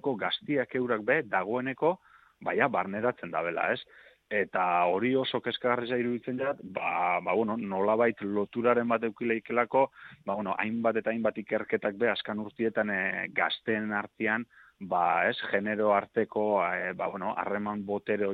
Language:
Basque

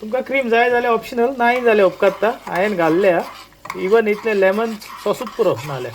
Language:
Konkani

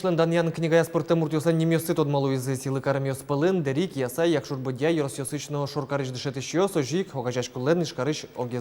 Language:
Udmurt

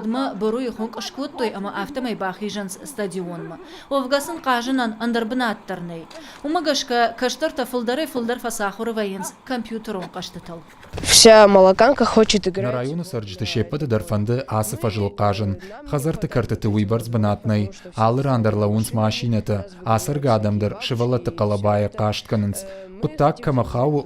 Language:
Ossetic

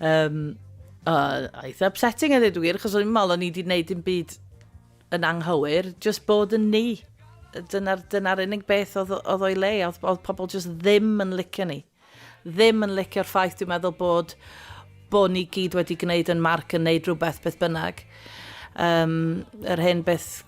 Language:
Welsh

